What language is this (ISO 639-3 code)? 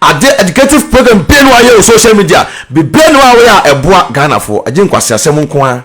aka